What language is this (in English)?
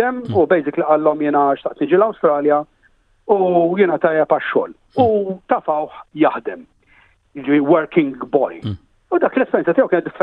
Maltese